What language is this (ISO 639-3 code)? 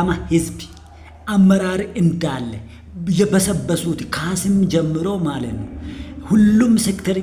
amh